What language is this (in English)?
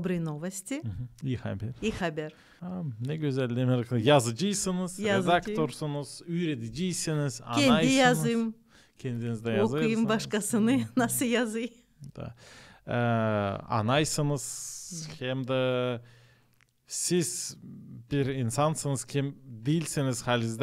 Gagauz